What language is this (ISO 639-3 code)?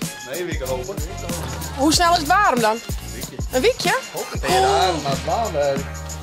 fry